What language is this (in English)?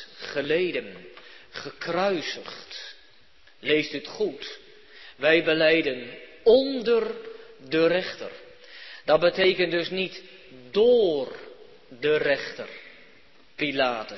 Dutch